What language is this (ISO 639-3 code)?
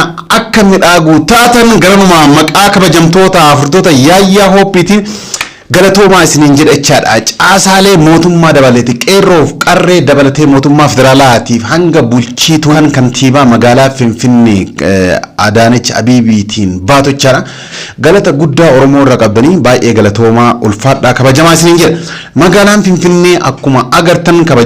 orm